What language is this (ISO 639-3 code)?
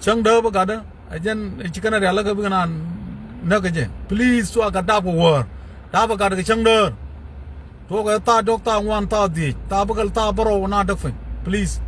nus